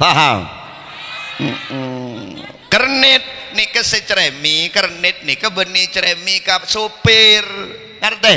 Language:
Madurese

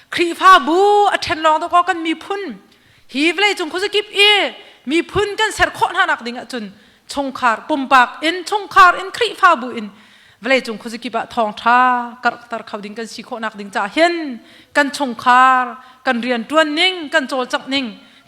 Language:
Hakha Chin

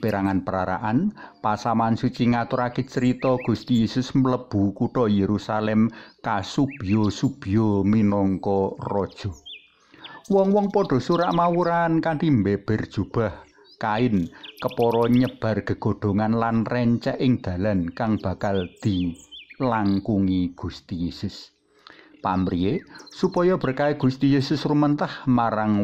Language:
Javanese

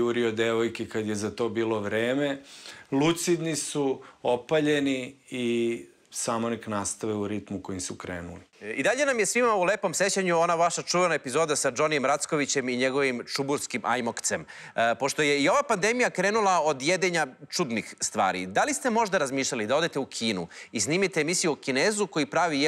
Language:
Serbian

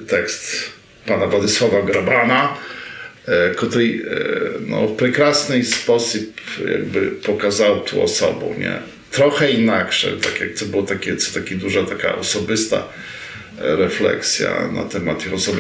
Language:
Rusyn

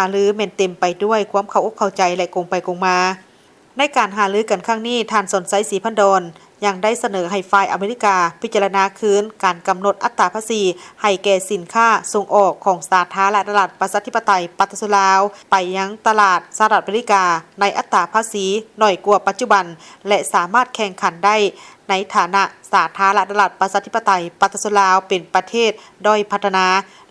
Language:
Lao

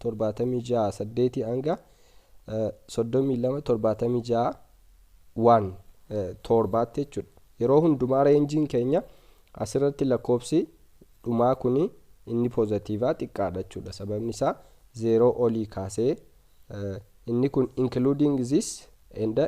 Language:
Oromo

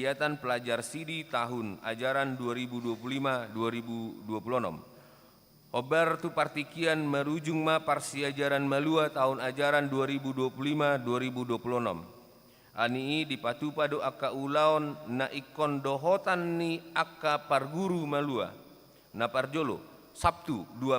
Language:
Batak Toba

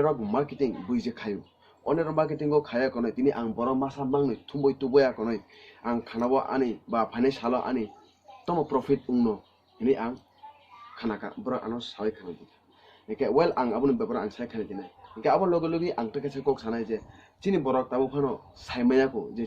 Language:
Kok Borok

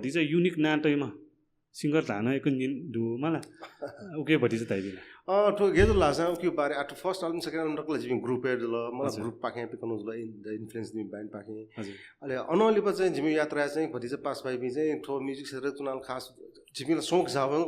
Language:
Newari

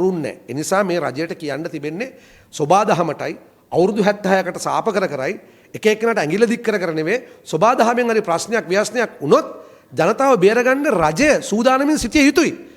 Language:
Sinhala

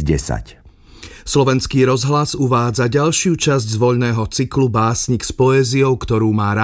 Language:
Slovak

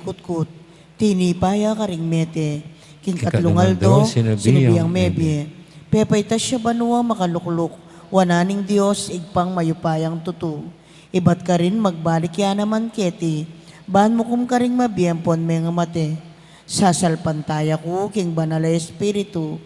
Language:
Pampanga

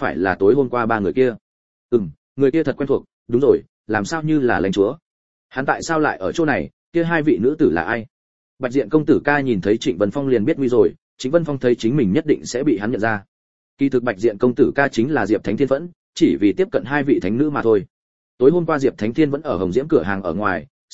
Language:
Vietnamese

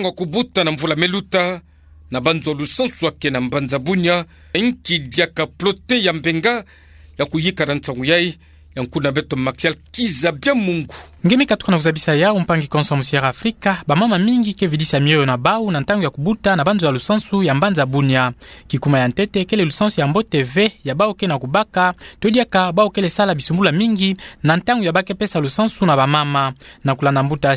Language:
Kituba (Democratic Republic of Congo)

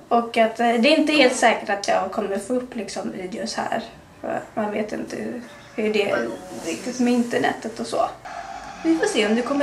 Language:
Swedish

